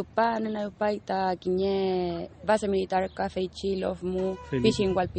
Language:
Mapuche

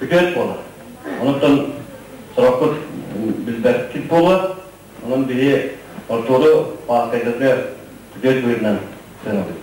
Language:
Yakut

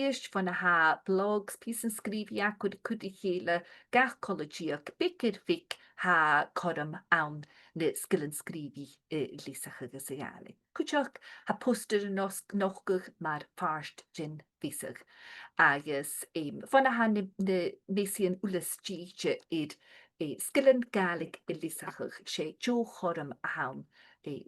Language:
Scottish Gaelic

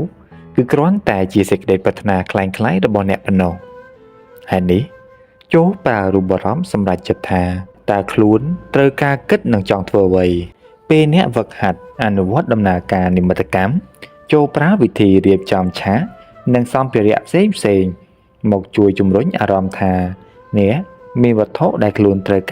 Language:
Khmer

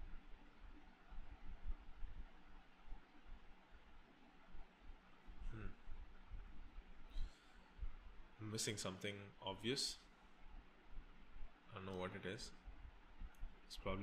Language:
English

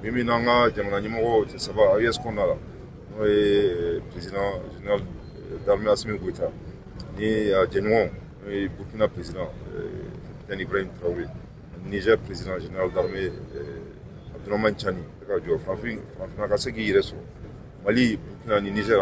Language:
Bambara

